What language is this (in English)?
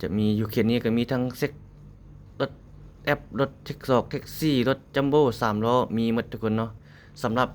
Lao